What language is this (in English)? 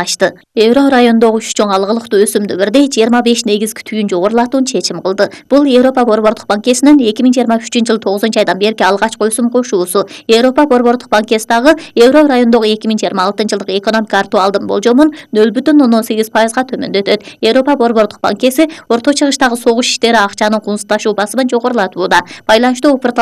Kyrgyz